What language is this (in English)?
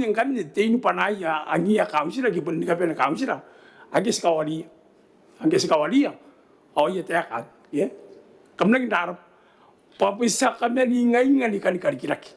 Gilbertese